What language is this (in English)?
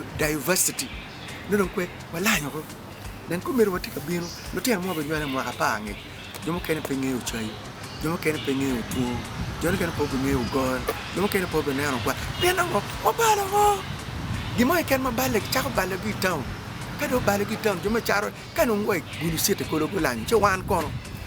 Acoli